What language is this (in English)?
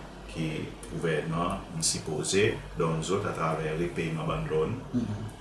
Seselwa Creole French